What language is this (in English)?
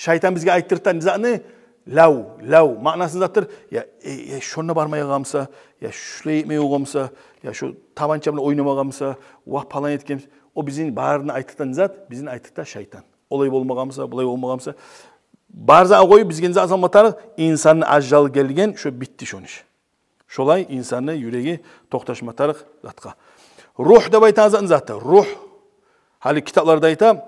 Kumyk